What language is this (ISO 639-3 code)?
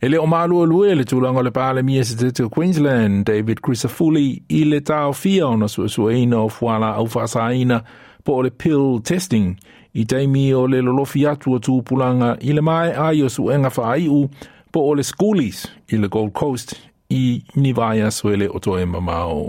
smo